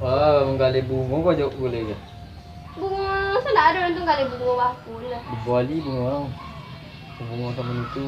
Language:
Minangkabau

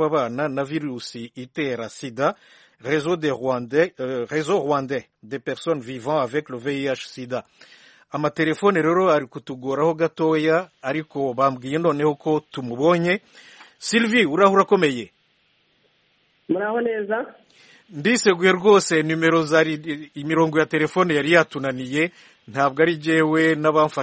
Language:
Kinyarwanda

